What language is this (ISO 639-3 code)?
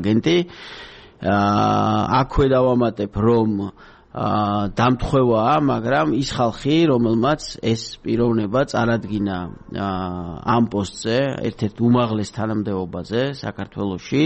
kat